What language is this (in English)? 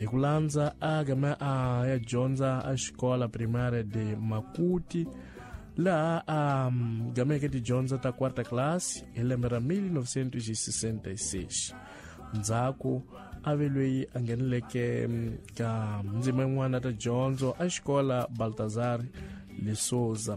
Tsonga